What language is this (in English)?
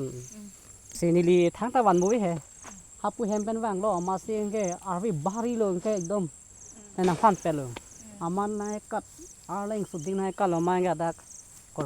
Karbi